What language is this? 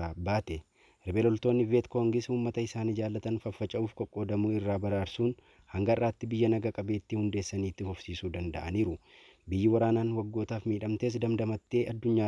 Oromo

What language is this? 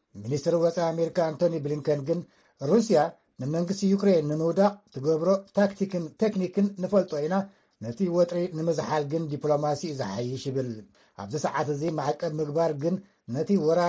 Tigrinya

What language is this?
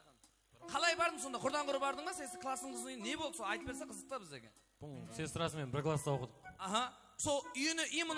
Kara-Kalpak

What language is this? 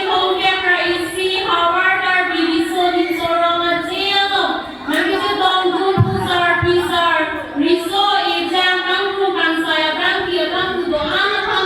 Karbi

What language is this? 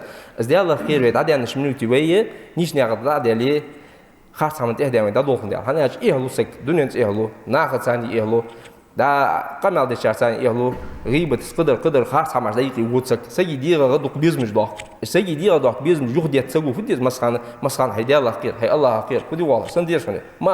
Ingush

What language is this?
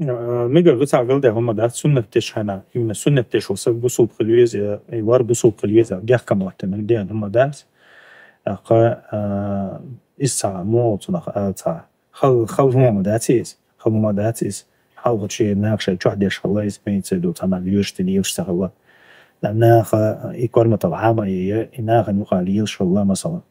Chechen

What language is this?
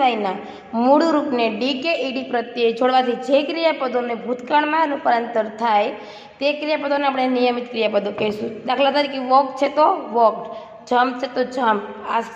Gujarati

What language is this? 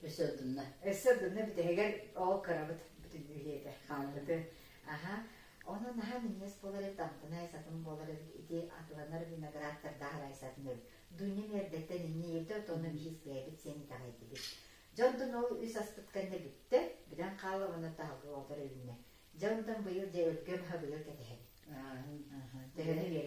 Yakut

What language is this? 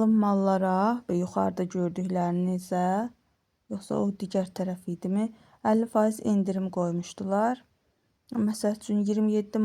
Azerbaijani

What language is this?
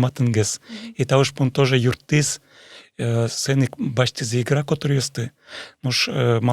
Udmurt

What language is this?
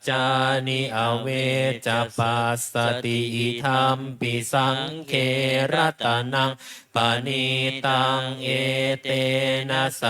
Pali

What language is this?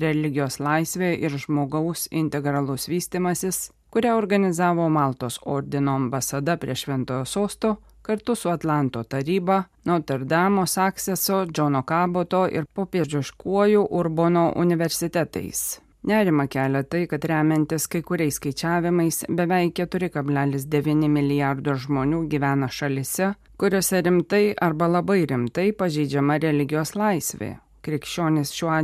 Lithuanian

